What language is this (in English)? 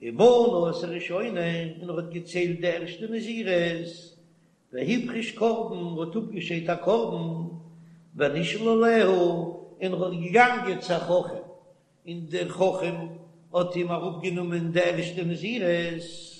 Yiddish